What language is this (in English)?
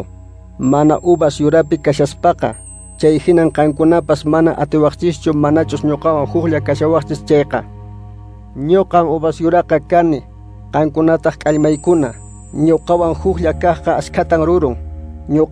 Quechua